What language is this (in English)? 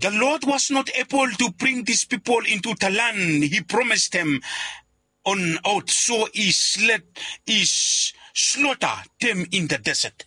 Bislama